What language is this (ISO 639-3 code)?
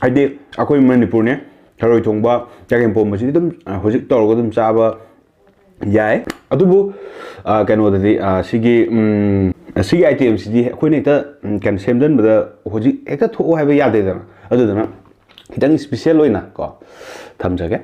mni